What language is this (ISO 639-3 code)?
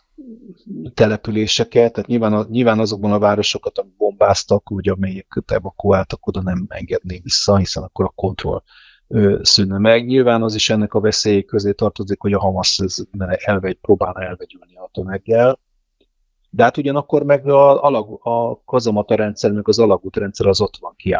hun